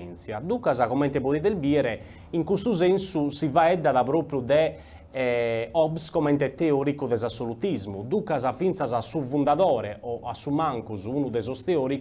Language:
Sardinian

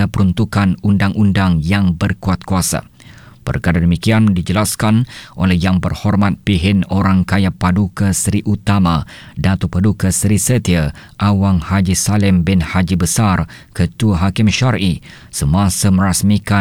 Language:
Malay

